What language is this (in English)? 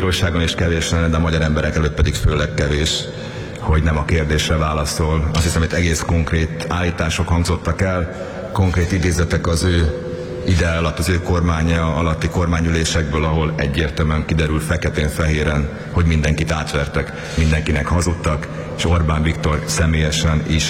Hungarian